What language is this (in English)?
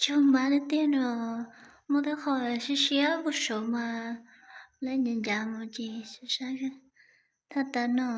Hmong